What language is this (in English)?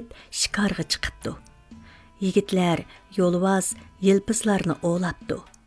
Uyghur